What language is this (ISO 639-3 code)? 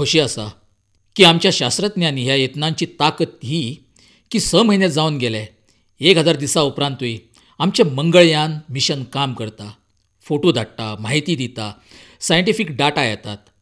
kok